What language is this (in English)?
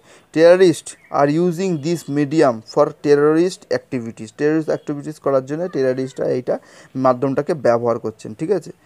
Bangla